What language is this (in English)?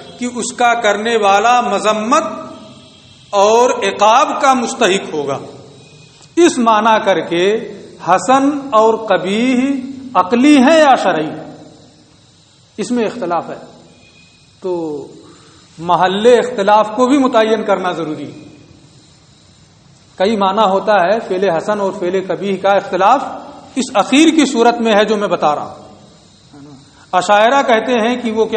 Urdu